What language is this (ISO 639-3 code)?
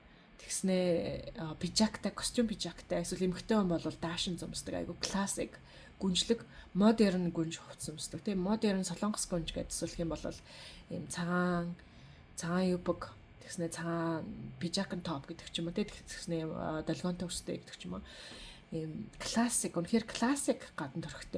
mon